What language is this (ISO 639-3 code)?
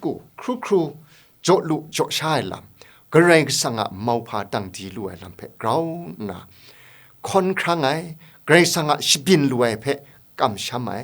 kac